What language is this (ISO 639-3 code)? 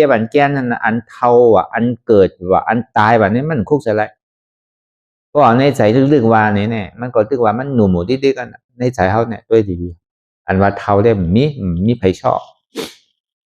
shn